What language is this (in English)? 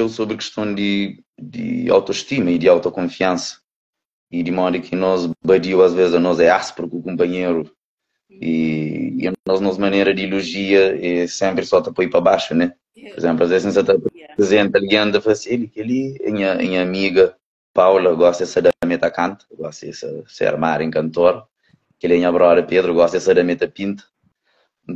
Kabuverdianu